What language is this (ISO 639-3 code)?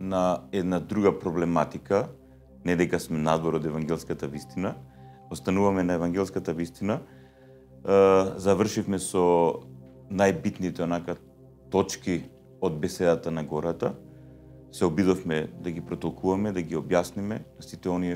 mkd